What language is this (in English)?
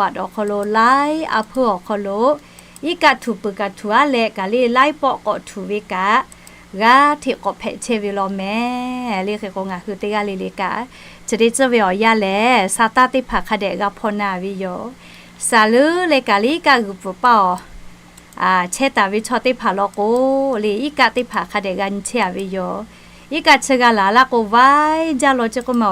Lahu